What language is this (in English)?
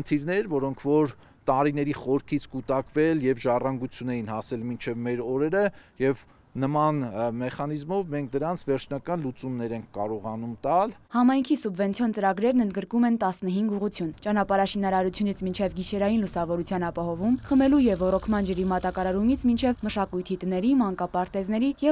Armenian